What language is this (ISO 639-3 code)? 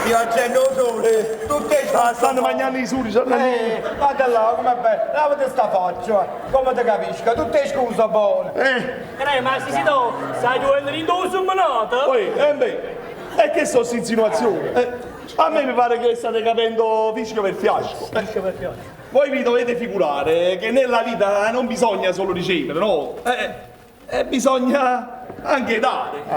nap